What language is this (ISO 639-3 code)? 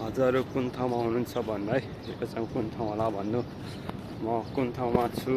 nep